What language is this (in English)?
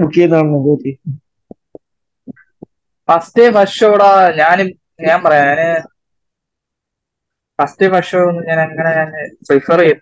Malayalam